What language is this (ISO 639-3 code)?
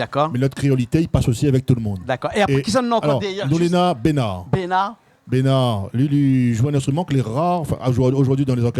rcf